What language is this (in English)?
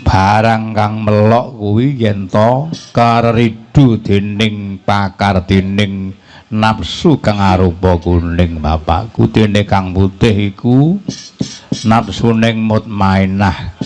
Javanese